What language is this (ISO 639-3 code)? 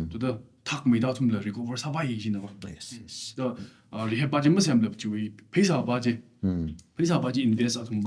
nmf